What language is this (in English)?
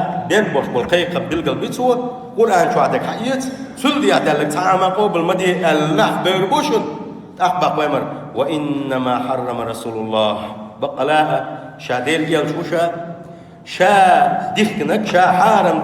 Chechen